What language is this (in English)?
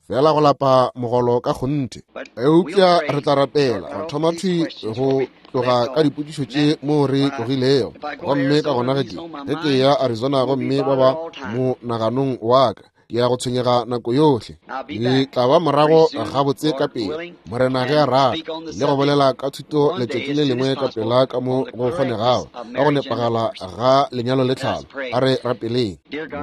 Northern Sotho